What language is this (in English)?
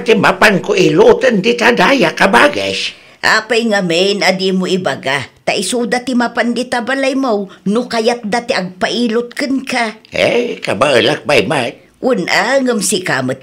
Iloko